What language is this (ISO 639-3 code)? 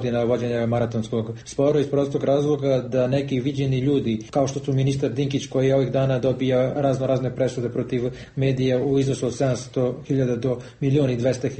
srp